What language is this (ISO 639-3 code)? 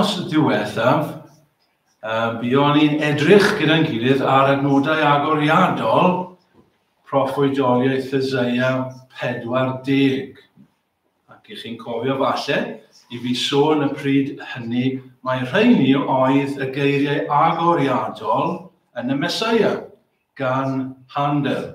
cym